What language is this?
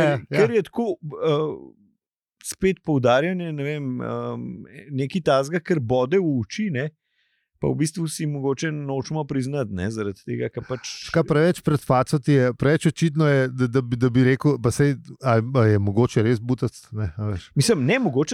Slovenian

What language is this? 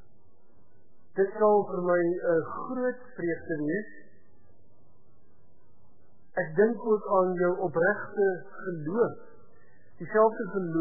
Afrikaans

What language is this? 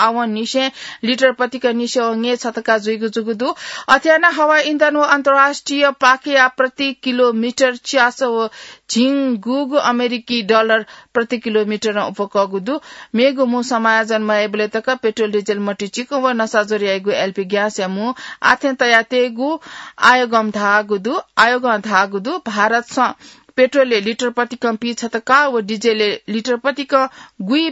Newari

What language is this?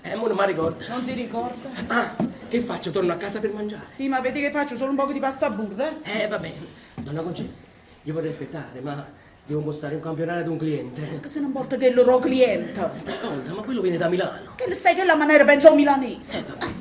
Neapolitan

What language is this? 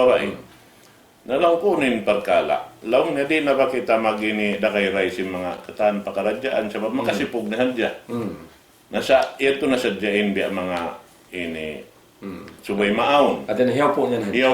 Tausug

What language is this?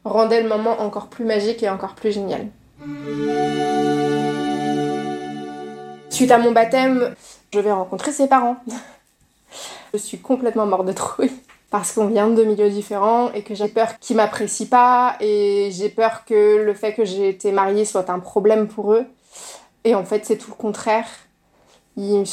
French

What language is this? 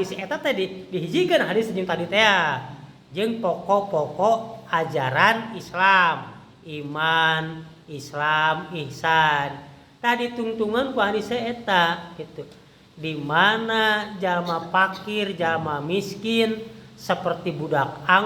Sundanese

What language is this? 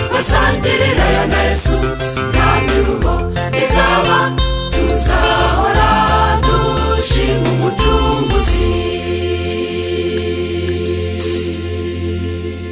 Kinyarwanda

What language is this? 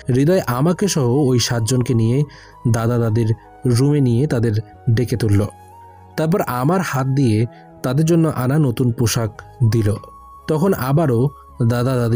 Bangla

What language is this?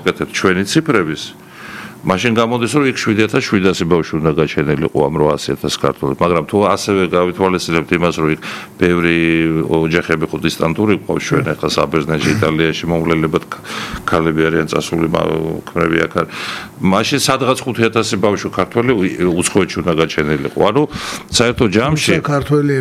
Georgian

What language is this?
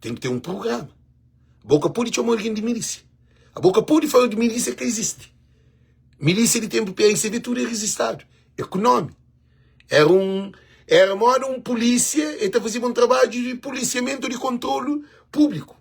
Kabuverdianu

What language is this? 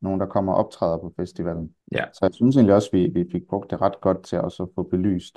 Danish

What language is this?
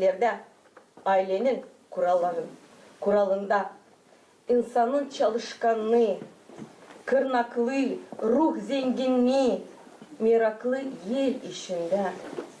Gagauz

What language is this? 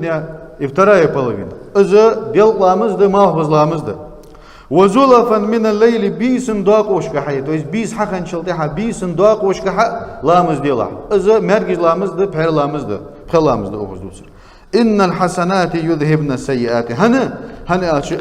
Ingush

